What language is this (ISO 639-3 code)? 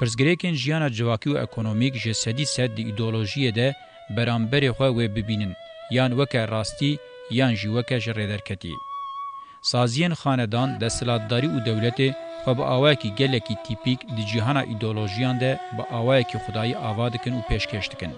kur